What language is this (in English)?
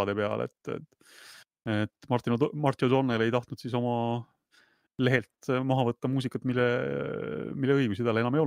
Estonian